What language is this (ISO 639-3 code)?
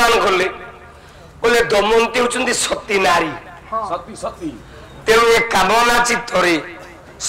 ori